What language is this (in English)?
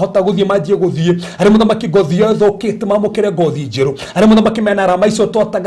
Kikuyu